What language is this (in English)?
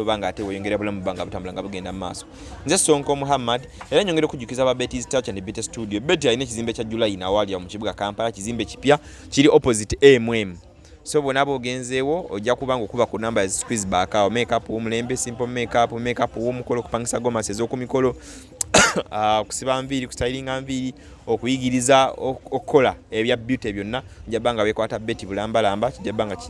Ganda